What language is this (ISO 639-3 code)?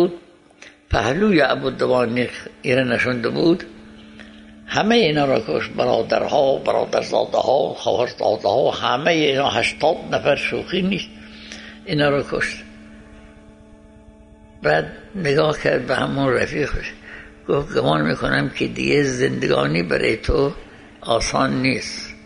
fas